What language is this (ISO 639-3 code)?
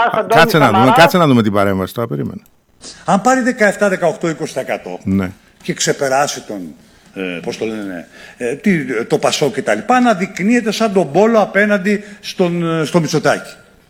ell